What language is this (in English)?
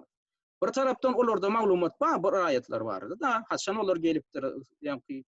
Turkmen